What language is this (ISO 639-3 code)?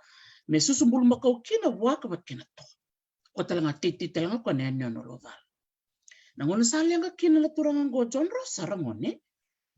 fij